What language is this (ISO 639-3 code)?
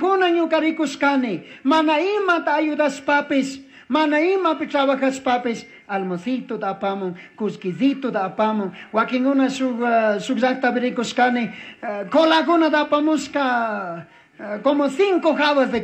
qug